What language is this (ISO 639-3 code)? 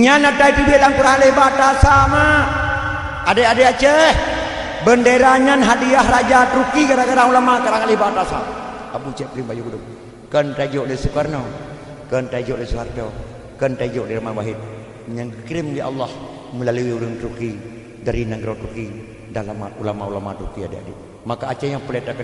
ace